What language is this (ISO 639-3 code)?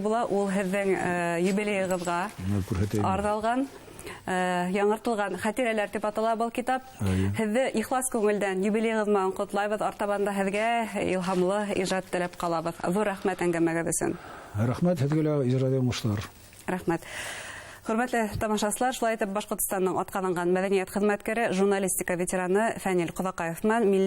bak